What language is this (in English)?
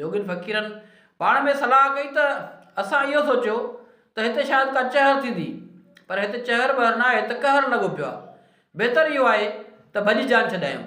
Sindhi